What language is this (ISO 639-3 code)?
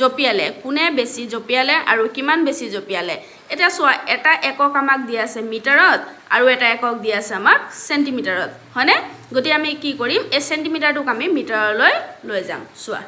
asm